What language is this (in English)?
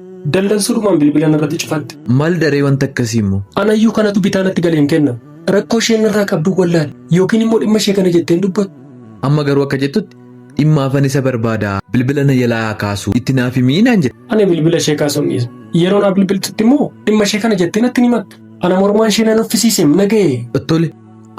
Oromo